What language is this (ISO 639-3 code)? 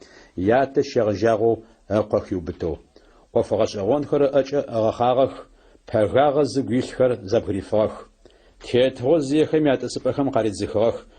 ady